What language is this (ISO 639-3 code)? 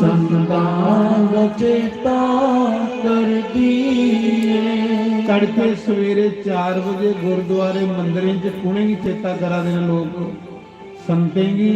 doi